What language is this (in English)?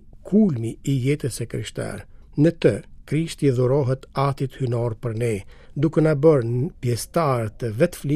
Albanian